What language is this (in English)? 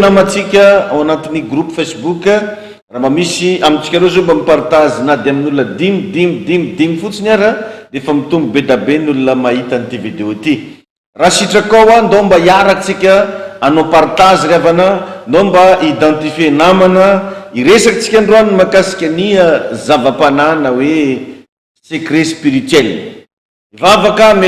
Malagasy